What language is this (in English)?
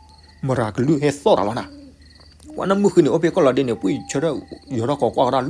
S'gaw Karen